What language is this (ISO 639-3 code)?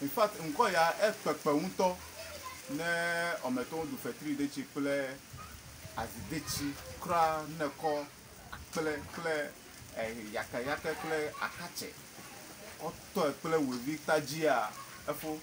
ewe